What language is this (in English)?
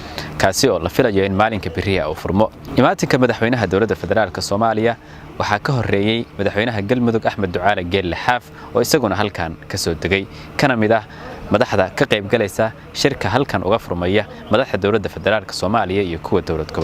Somali